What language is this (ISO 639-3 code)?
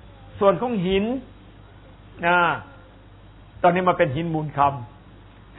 tha